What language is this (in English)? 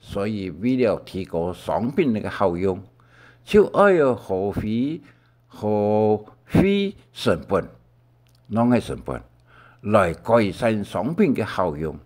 Hakka Chinese